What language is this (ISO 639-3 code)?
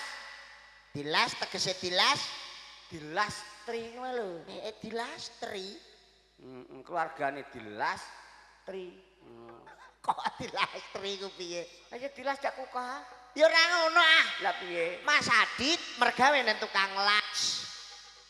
jav